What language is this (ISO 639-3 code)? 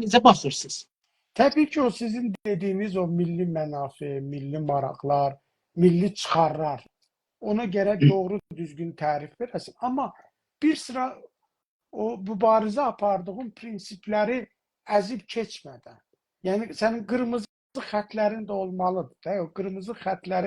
azb